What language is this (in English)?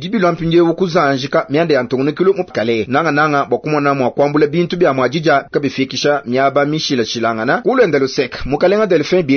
Luba-Lulua